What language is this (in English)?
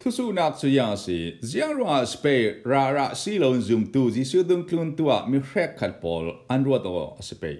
Falam Chin